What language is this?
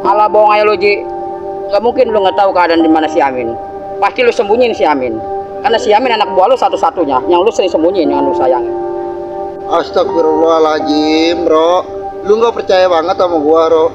Betawi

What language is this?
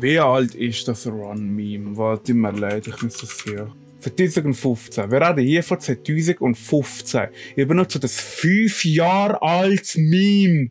Swiss German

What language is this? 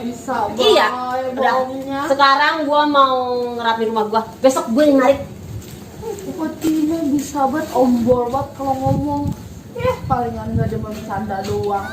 Betawi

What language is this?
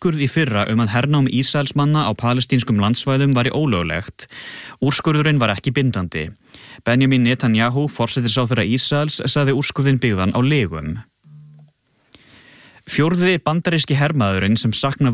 Icelandic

